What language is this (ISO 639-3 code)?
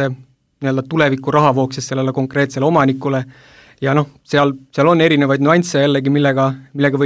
est